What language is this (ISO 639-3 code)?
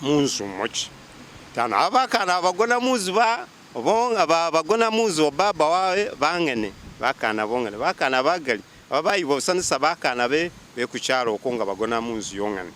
myx